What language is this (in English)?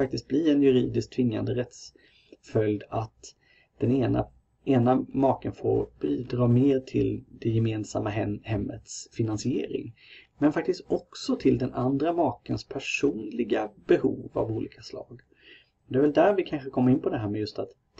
Swedish